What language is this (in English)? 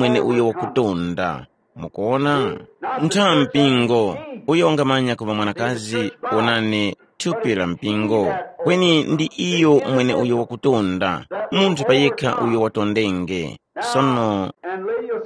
Tumbuka